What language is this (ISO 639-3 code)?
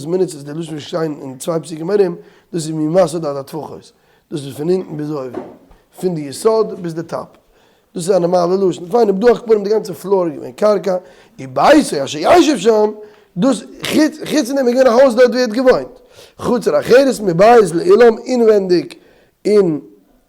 yid